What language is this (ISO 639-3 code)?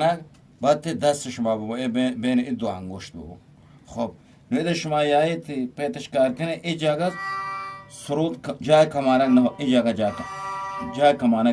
bgp